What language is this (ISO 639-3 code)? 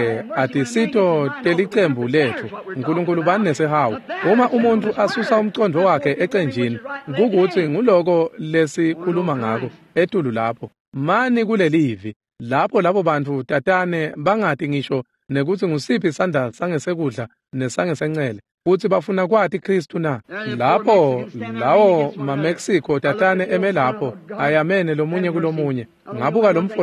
ssw